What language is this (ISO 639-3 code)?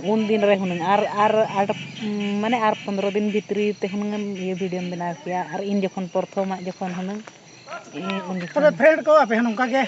sat